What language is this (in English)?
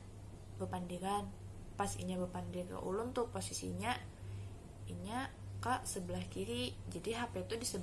Banjar